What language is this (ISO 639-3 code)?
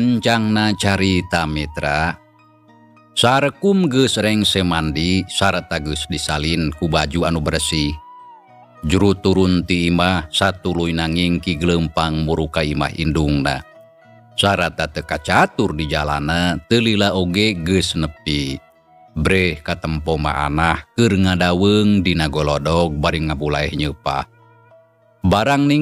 sun